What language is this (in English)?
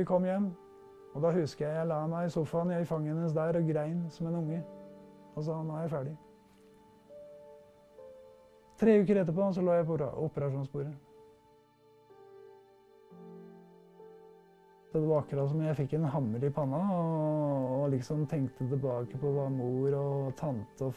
Norwegian